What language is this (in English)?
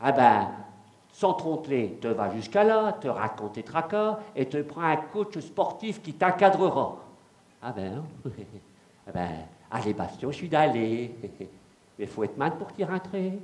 Picard